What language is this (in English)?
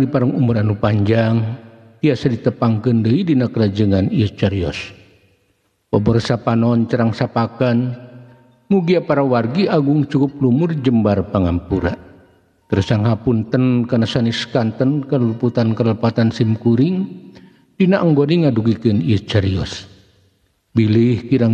Sundanese